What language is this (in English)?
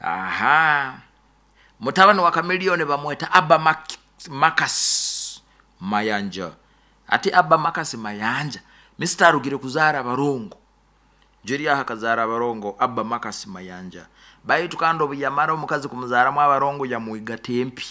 Nyoro